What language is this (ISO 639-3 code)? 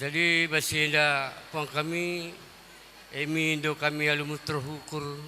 btx